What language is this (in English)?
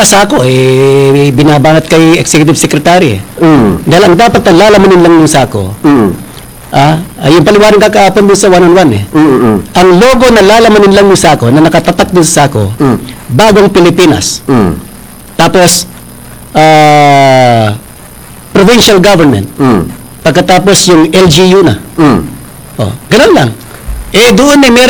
Filipino